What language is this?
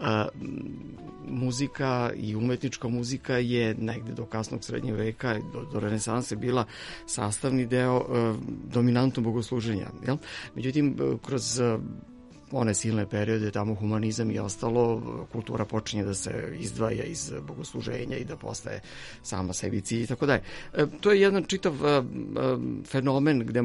Serbian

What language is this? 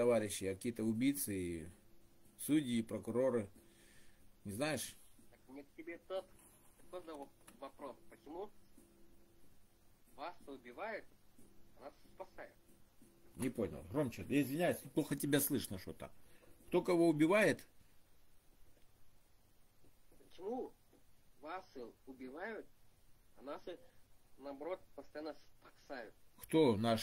Russian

